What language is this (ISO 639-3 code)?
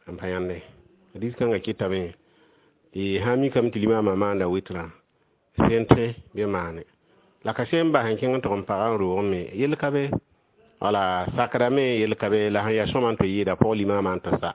mos